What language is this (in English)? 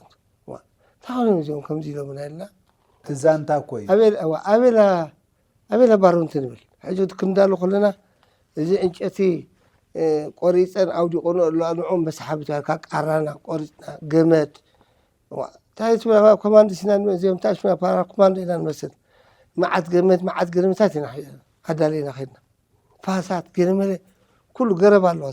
Tigrinya